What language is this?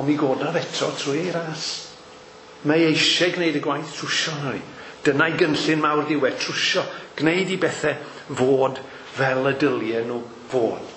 Welsh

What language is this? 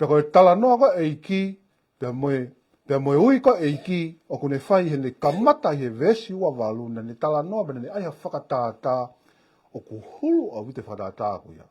Tongan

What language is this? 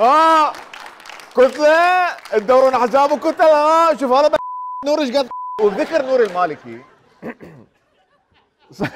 Mesopotamian Arabic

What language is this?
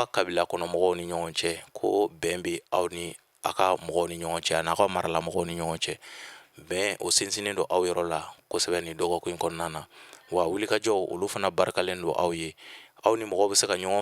Bambara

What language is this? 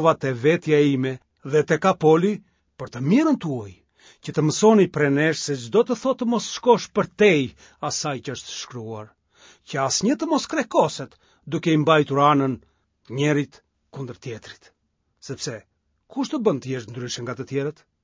Albanian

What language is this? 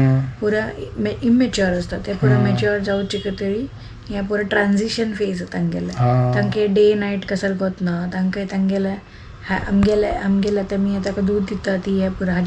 Konkani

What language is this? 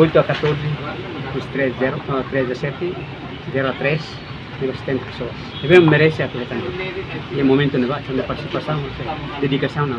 Tetum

